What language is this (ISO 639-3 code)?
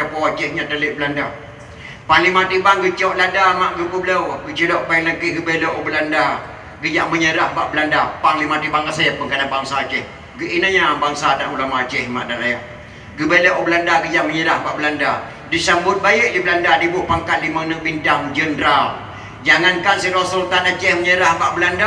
ace